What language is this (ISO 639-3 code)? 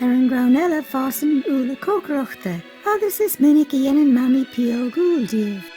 gle